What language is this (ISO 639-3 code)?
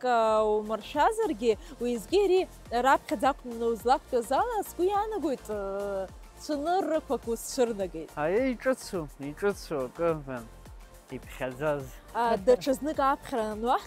abk